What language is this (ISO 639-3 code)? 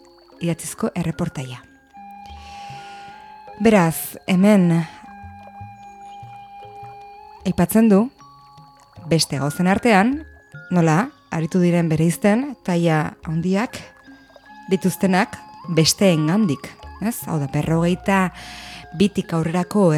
eus